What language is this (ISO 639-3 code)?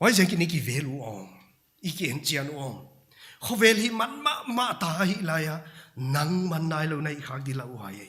pck